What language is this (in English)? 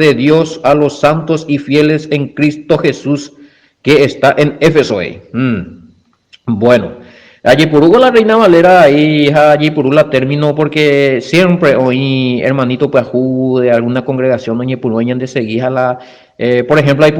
Guarani